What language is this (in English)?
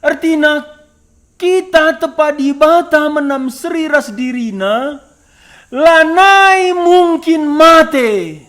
Batak Karo